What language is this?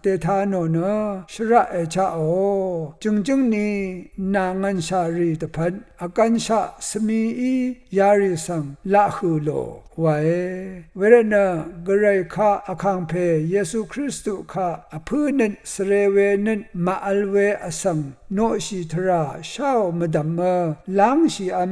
Rawang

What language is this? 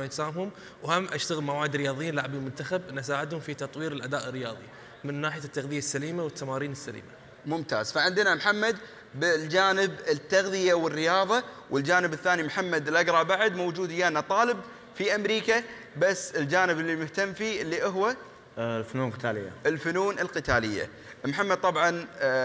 Gulf Arabic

